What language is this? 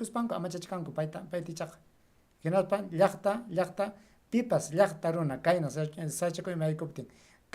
Ayacucho Quechua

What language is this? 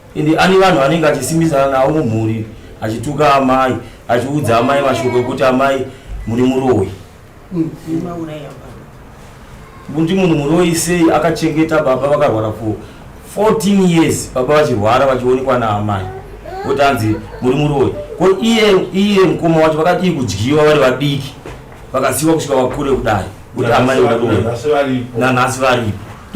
Shona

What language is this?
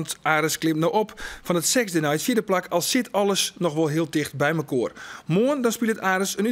Western Frisian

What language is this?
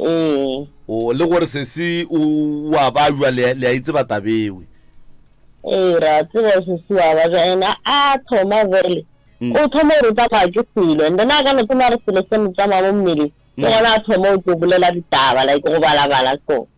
Northern Sotho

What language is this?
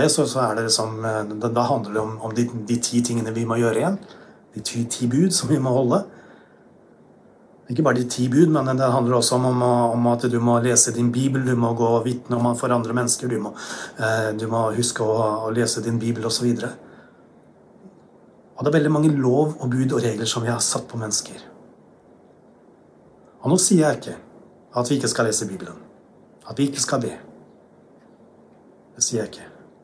Norwegian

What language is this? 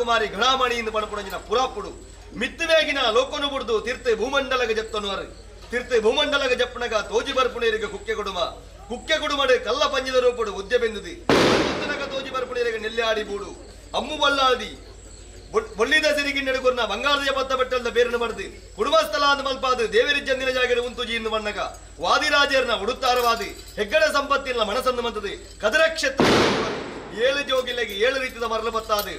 Tulu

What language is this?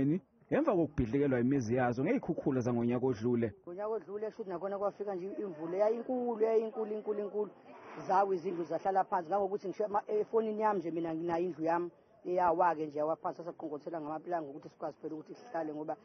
Zulu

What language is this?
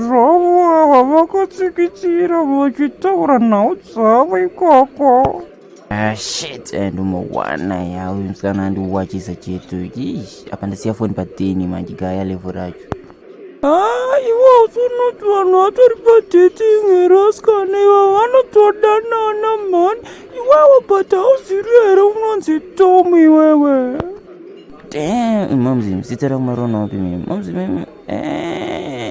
Shona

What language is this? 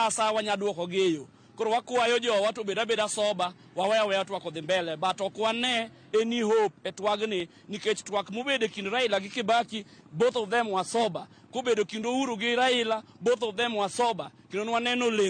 Luo (Kenya and Tanzania)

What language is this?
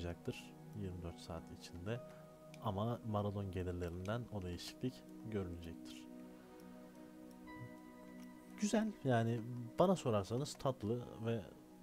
Turkish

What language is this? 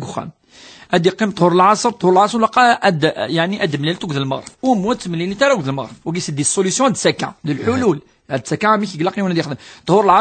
Kabyle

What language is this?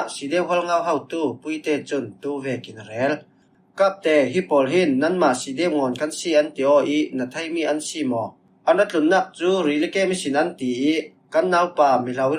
Falam Chin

